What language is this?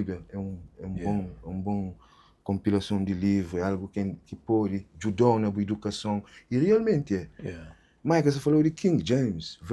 Kabuverdianu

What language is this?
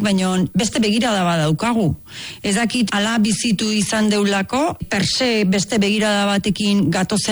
Basque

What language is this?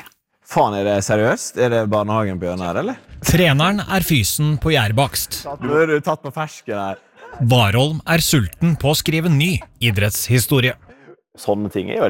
Norwegian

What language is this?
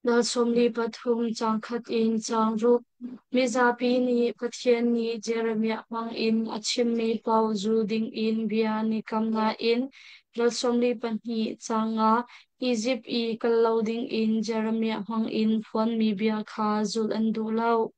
Hakha Chin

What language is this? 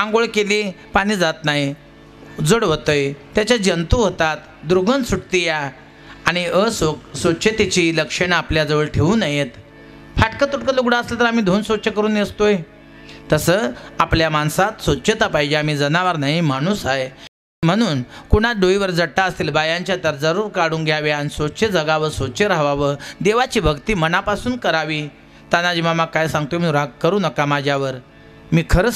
Marathi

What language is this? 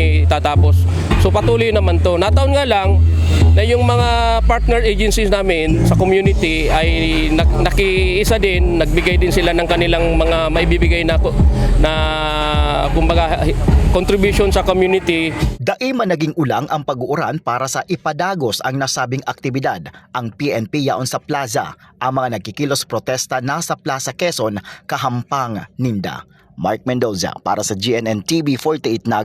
Bikol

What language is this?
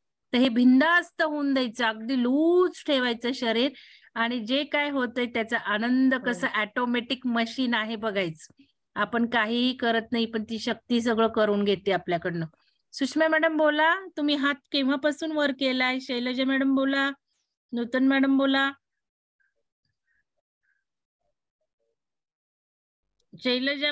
Marathi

